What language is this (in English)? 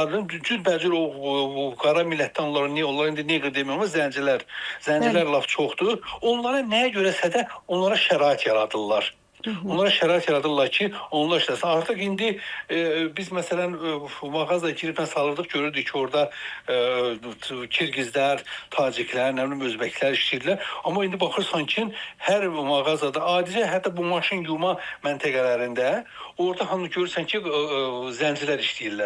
Azerbaijani